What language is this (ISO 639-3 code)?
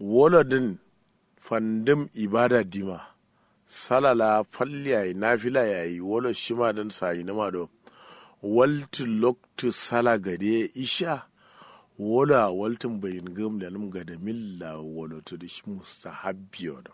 kau